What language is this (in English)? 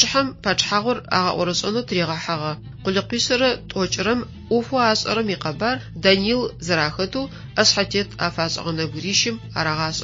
Adyghe